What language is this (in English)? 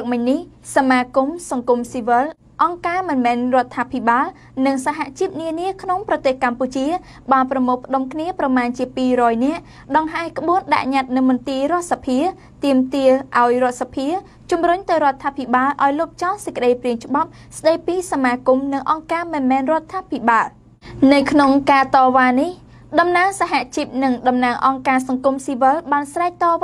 Khmer